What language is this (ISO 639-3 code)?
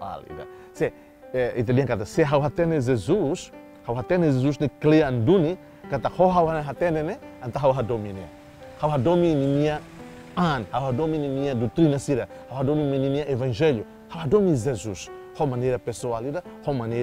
tet